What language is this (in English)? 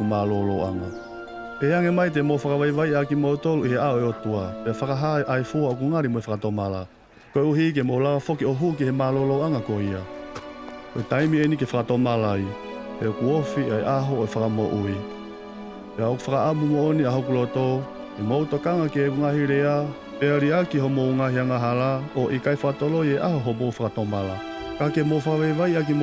Tongan